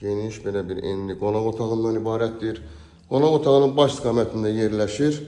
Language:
Azerbaijani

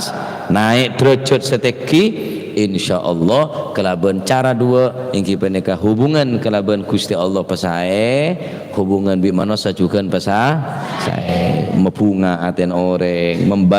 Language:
Madurese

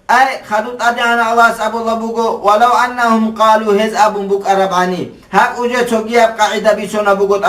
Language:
Avaric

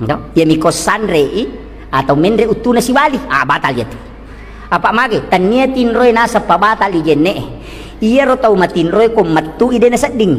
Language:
Buginese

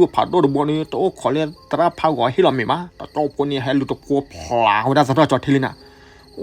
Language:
S'gaw Karen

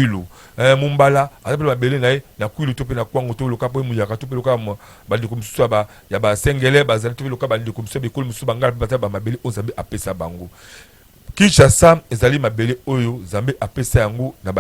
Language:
Lingala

